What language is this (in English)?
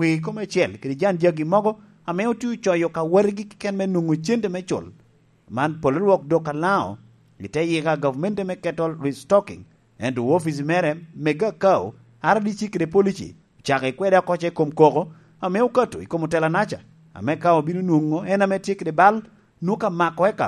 Lango (Uganda)